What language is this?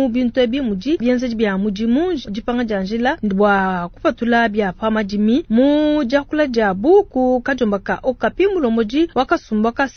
Luba-Lulua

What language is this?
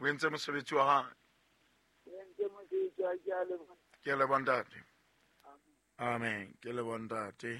Southern Sotho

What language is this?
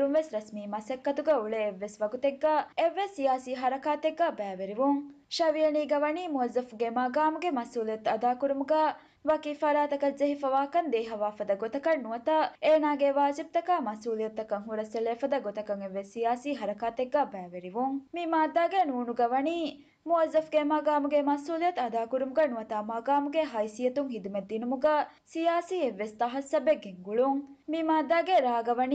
Divehi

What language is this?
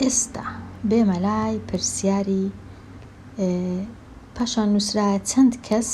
Central Kurdish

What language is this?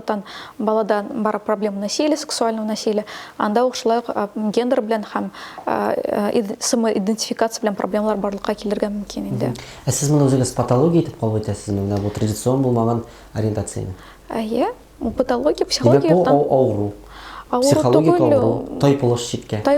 Tatar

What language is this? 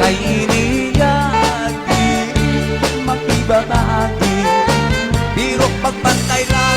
Waray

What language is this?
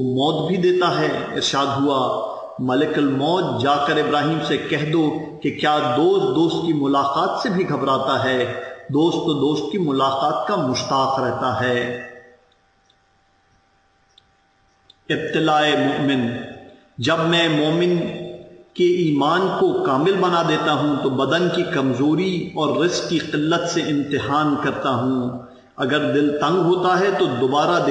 Urdu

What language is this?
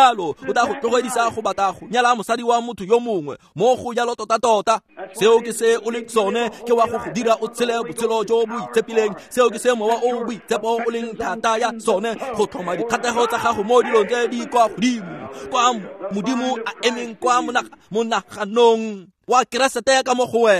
Tswana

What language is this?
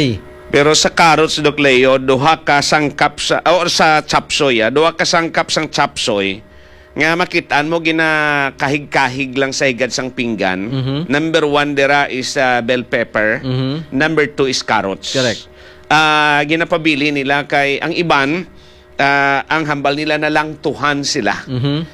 Hiligaynon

